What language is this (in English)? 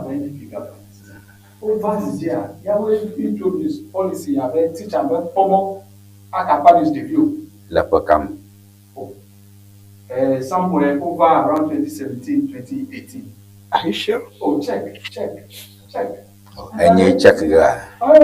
Ewe